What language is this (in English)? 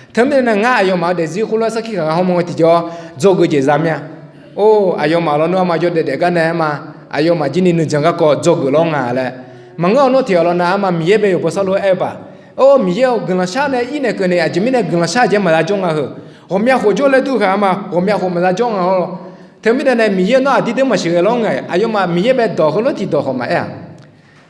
Akha